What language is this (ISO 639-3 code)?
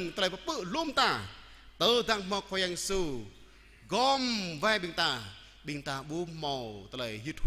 jra